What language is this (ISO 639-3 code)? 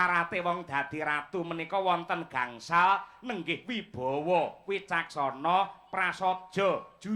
jav